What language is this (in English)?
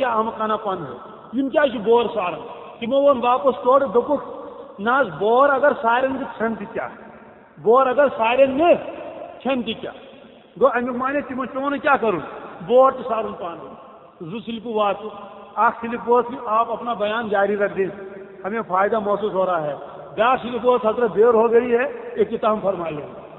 Kashmiri